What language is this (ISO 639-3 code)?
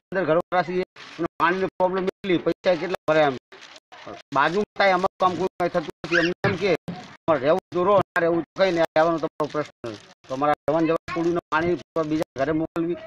guj